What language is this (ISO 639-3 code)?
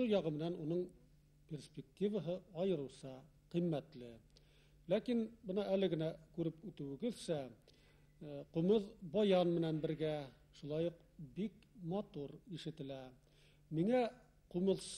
bak